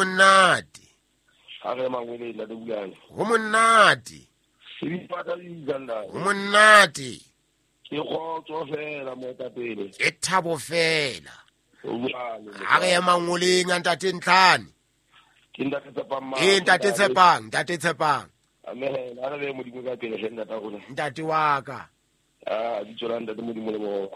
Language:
Southern Sotho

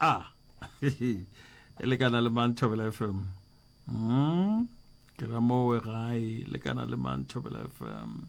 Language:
Northern Sotho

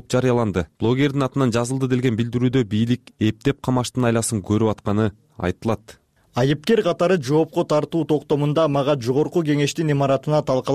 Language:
Kyrgyz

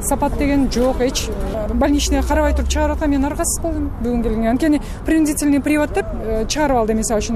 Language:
Kyrgyz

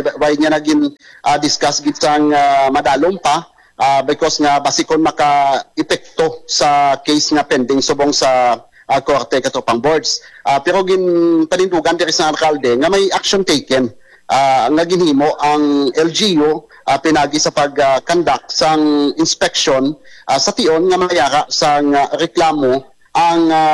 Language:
Hiligaynon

